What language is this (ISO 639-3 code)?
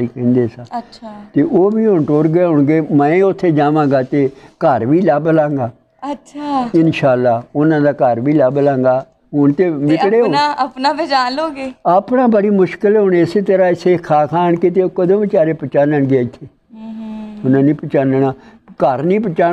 pan